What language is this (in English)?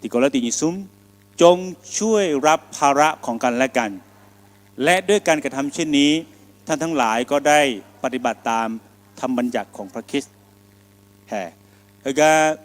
Akha